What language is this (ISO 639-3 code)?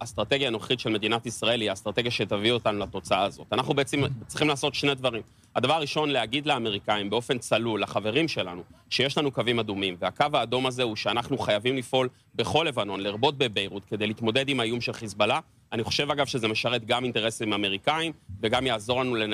heb